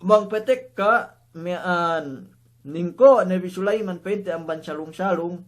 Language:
Yakan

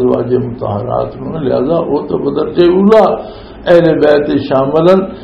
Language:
Western Panjabi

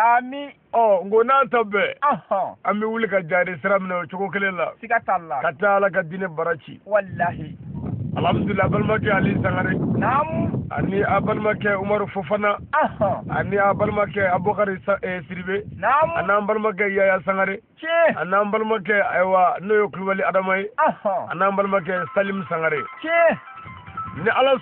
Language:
Bambara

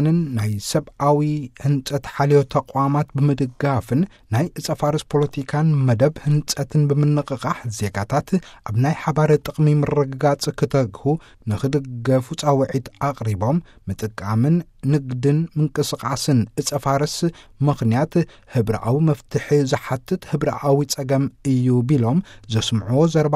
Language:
Tigrinya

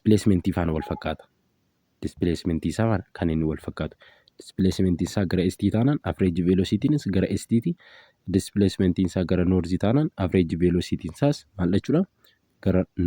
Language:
Oromo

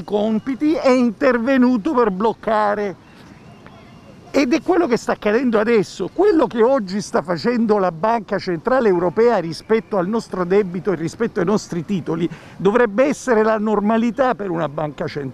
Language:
Italian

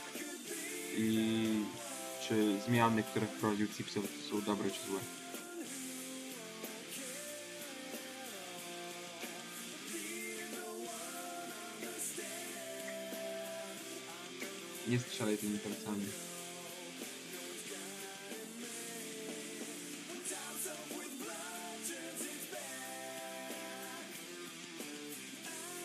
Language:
Polish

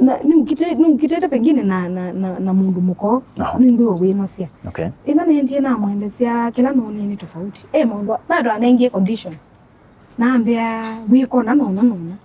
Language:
Kamba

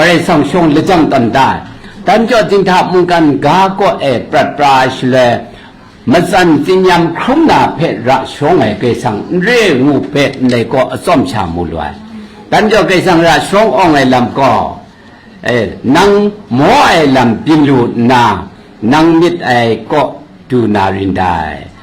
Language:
Kachin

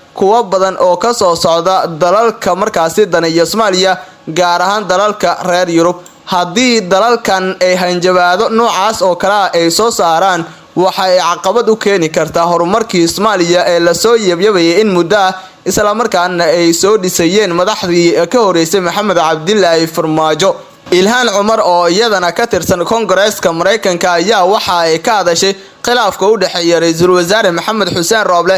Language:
Somali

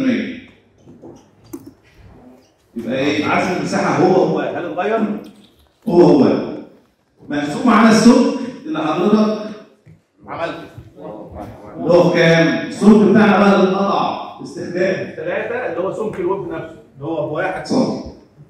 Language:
Egyptian Arabic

